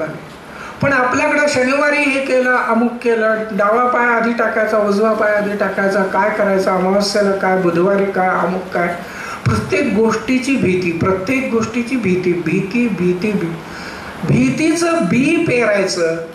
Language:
Marathi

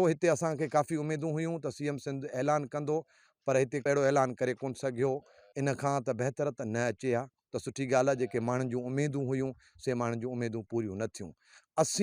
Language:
Sindhi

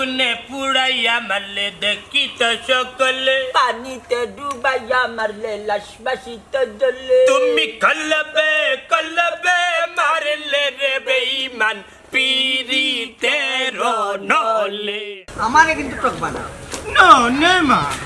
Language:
Sylheti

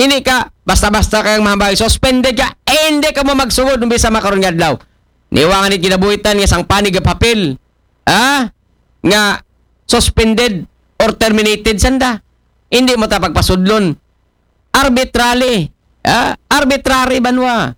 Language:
Aklanon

